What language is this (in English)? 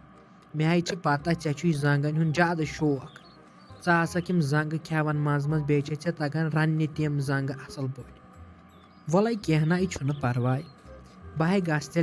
Kashmiri